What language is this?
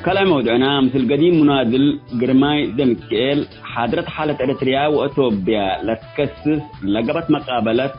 Tigre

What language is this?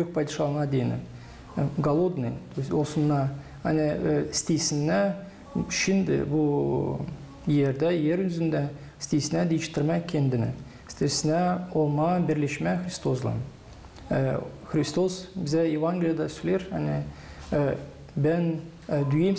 Gagauz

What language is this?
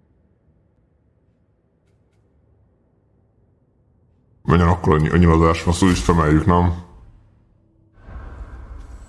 Hungarian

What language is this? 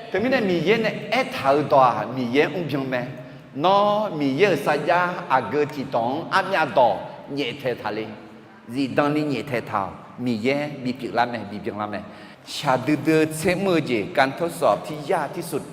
Akha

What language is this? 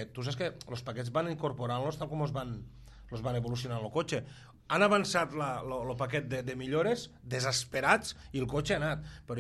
Catalan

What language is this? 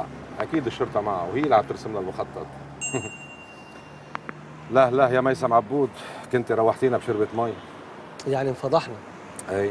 North Levantine Arabic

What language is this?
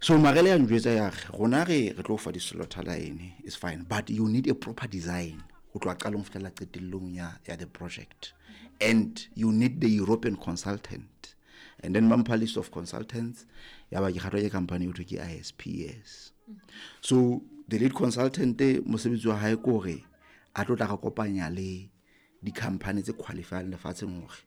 Southern Sotho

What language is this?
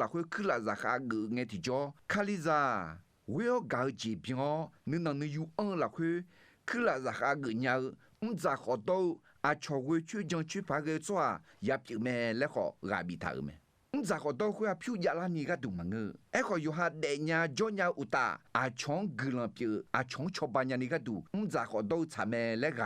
Akha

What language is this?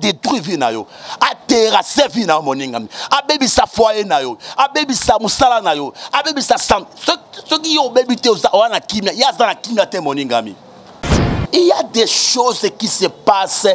Lingala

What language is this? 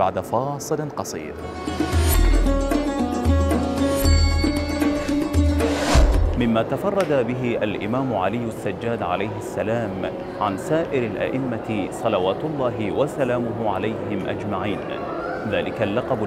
Arabic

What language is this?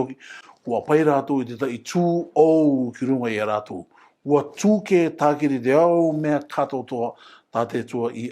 Rarotongan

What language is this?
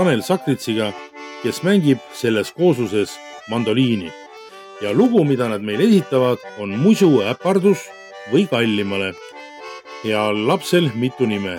Estonian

